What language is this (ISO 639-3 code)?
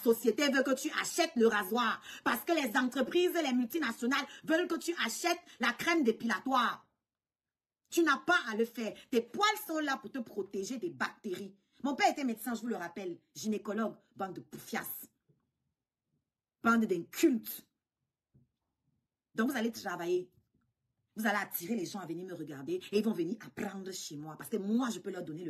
fra